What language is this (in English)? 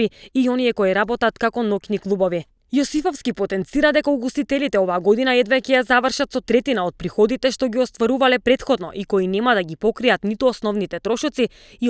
Macedonian